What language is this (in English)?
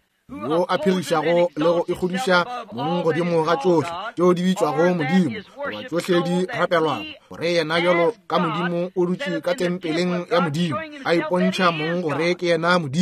Northern Sotho